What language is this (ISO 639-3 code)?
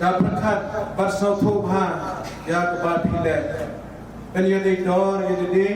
kha